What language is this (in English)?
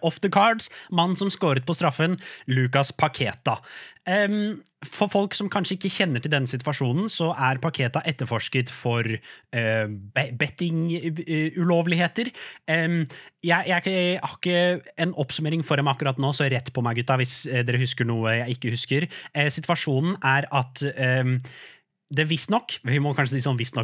Norwegian